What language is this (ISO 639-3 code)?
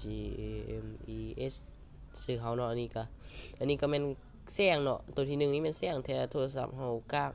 lao